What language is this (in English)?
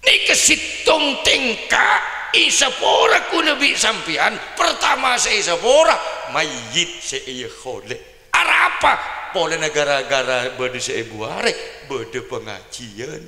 Madurese